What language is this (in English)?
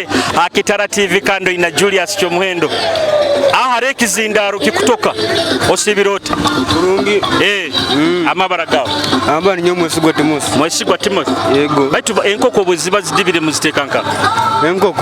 Nyoro